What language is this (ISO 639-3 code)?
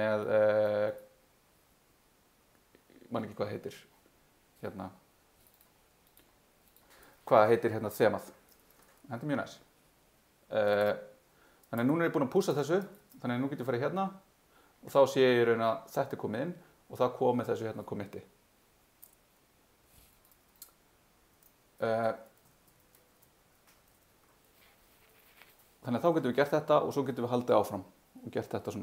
isl